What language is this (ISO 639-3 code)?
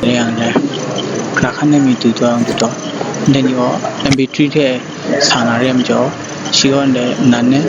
kac